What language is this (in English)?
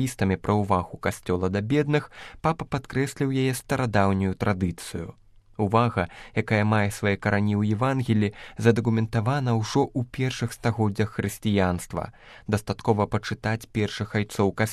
Belarusian